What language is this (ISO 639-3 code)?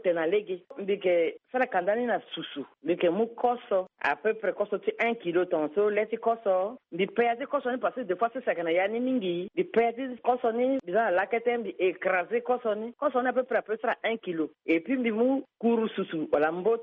sag